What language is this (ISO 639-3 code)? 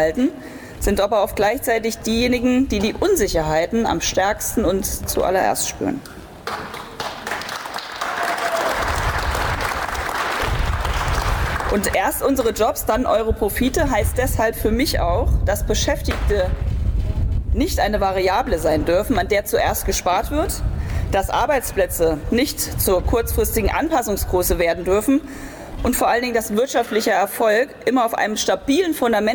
deu